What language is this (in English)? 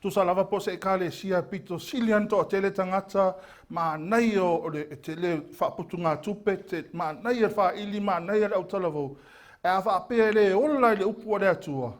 Samoan